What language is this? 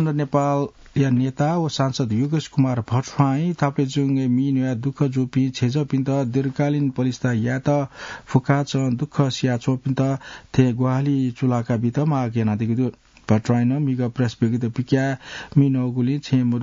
Newari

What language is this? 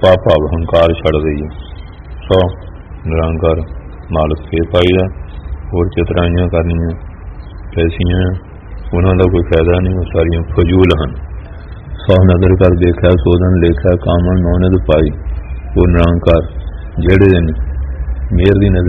Punjabi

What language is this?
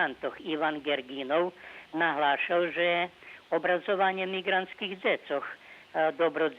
Rusyn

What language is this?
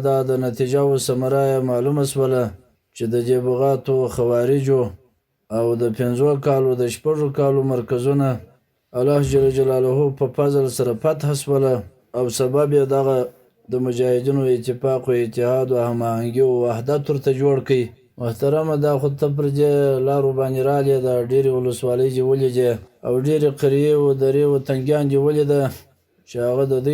Pashto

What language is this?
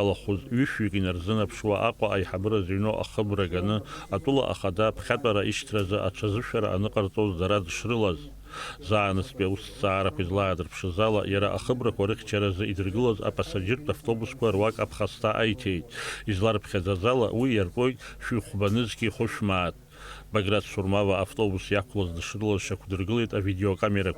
Abkhazian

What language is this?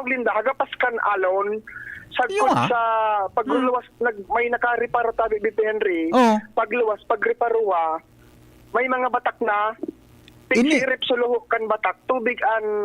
Bikol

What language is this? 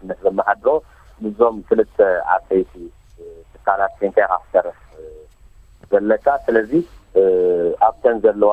Tigrinya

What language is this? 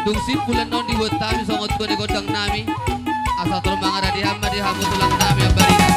Batak Toba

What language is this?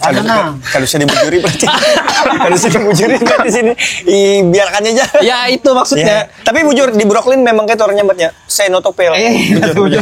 Banjar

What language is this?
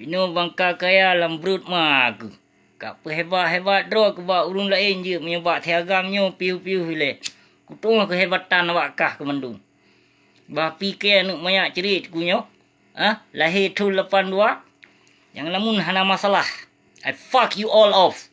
Achinese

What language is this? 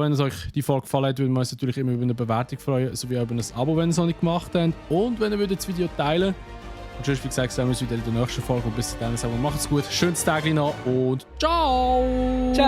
Swiss German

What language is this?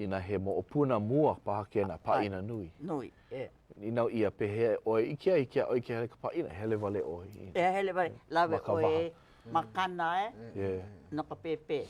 Hawaiian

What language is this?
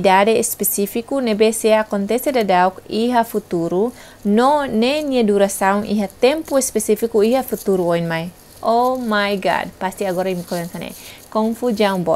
Tetum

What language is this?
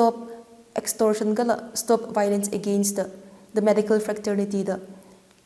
Tangkhul Naga (India)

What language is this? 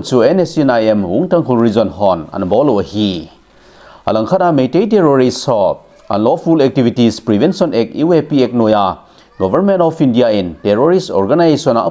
Thado Chin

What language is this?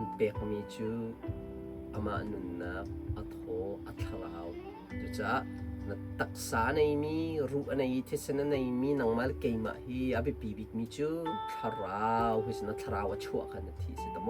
Hakha Chin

